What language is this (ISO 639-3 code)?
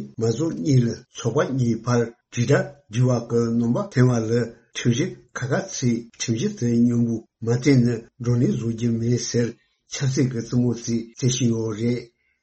bod